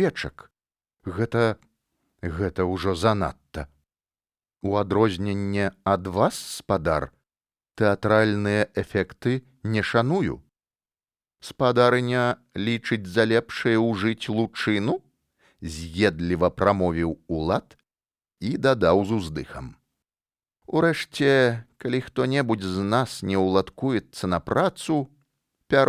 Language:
Belarusian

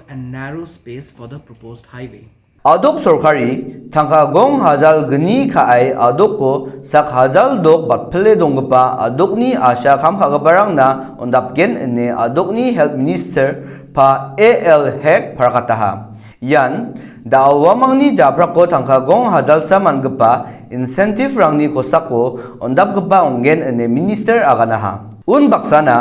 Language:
Garo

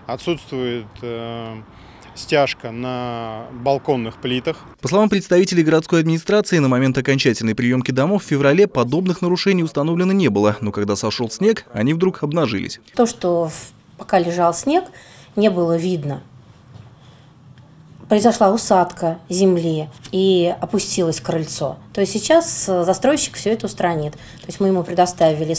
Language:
Russian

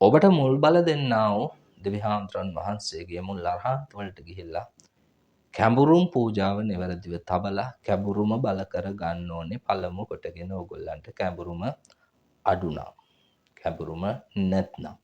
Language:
Sinhala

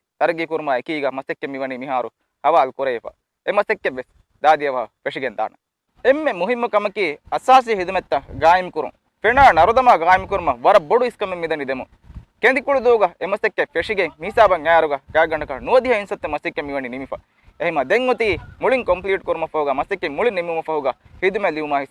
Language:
Divehi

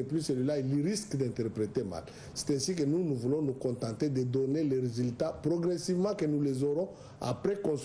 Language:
French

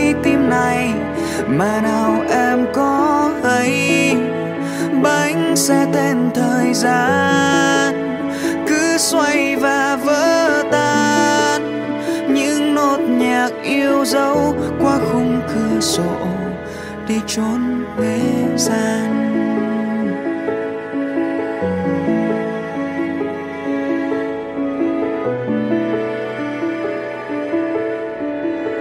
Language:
Vietnamese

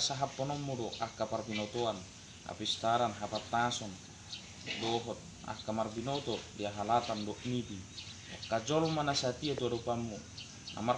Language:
Batak Toba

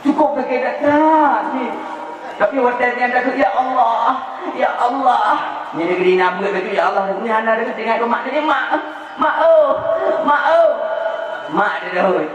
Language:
Achinese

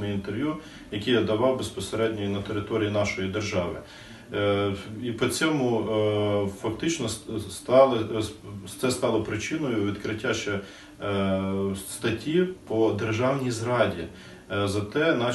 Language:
Ukrainian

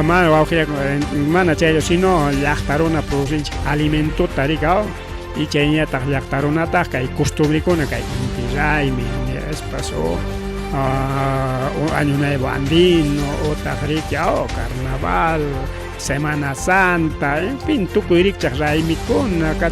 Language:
Ayacucho Quechua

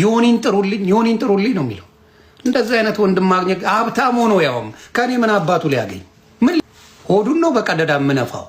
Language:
Amharic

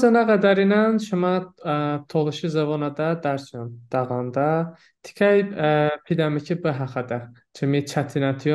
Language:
Talysh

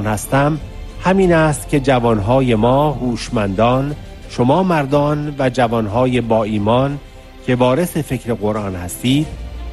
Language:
Persian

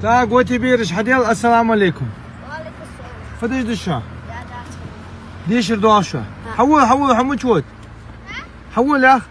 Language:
Ingush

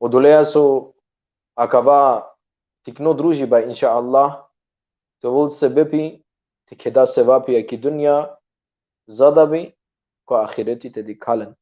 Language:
Balkan Romani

